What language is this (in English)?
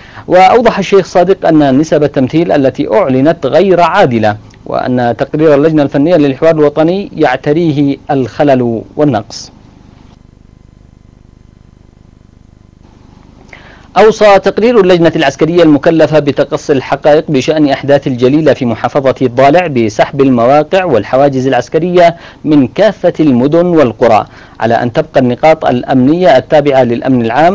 Arabic